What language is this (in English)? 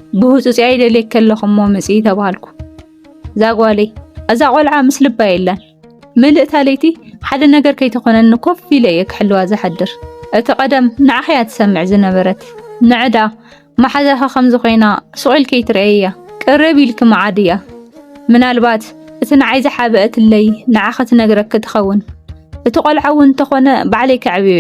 Tigrinya